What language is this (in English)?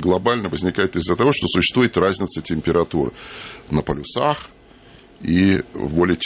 Russian